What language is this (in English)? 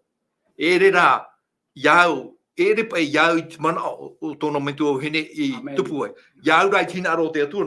Tahitian